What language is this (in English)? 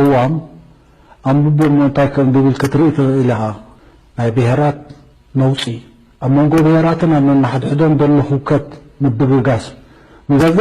Tigrinya